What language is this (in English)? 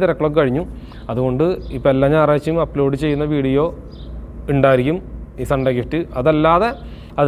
Malayalam